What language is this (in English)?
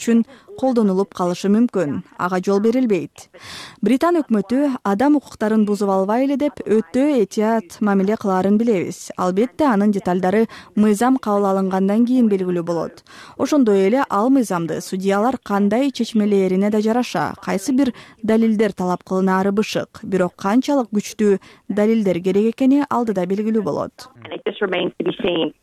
Kyrgyz